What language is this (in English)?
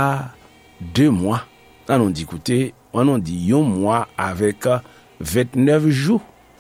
Haitian Creole